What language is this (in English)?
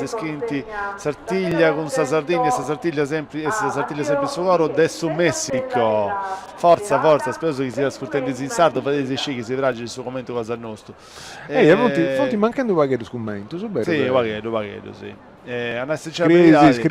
Sardinian